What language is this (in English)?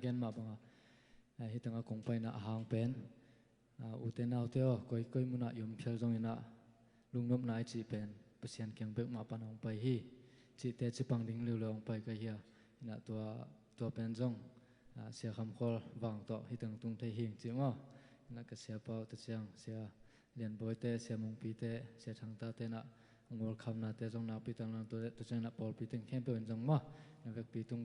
Tedim Chin